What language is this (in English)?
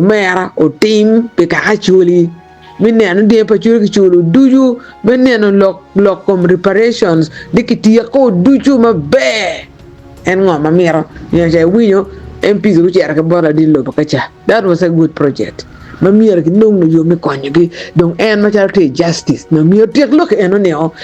Acoli